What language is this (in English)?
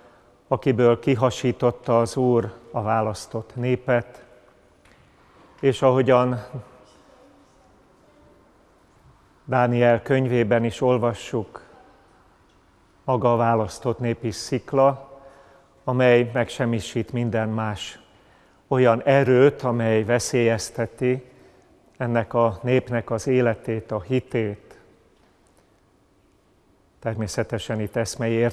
Hungarian